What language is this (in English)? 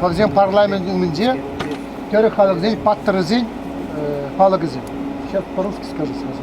Chuvash